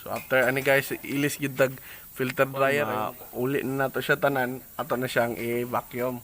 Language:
Cebuano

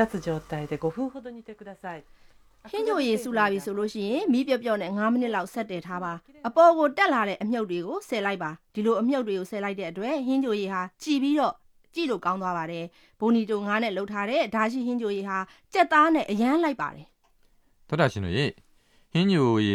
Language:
Burmese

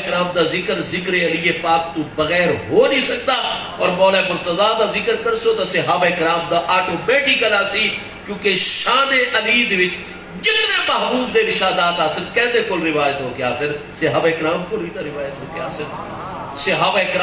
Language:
Saraiki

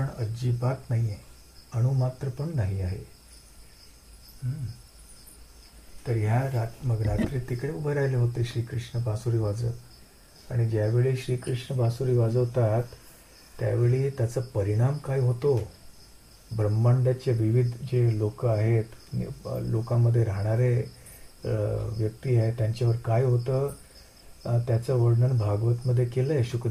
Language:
Marathi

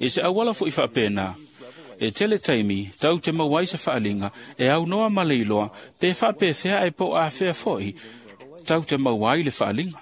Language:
Samoan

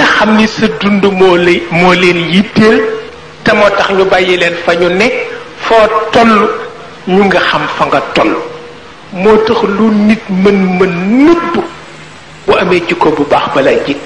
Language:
Wolof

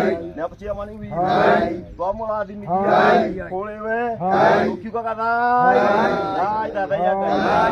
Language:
Kikuyu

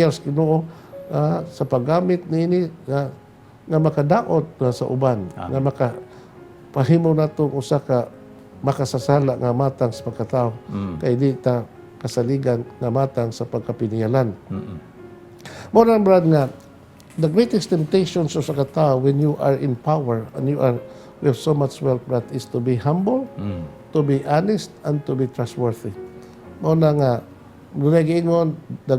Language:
Cebuano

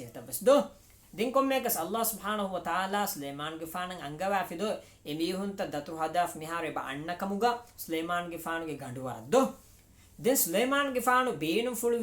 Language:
Divehi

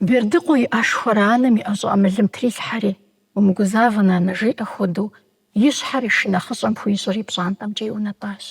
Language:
Kabardian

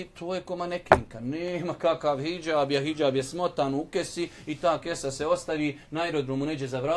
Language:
Bosnian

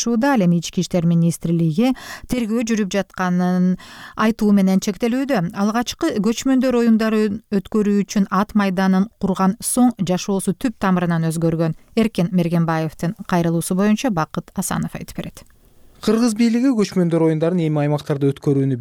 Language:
Kyrgyz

